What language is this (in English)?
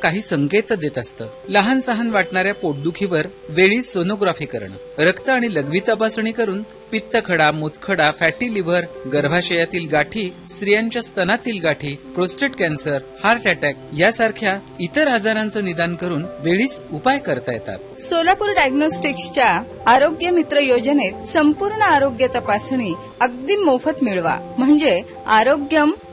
Marathi